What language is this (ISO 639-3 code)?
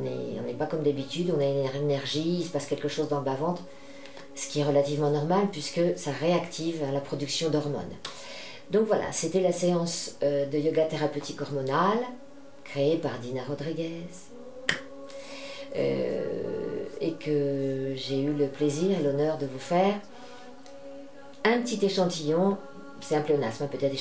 fra